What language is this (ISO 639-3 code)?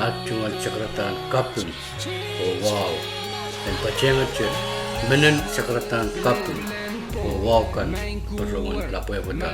pon